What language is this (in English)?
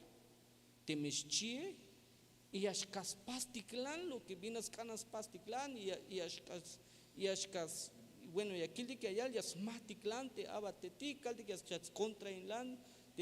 Tzeltal